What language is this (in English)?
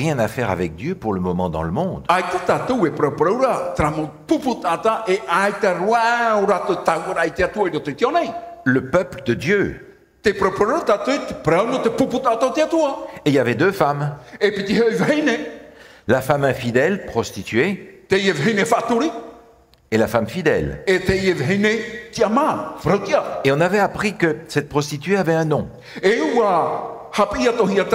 Tahitian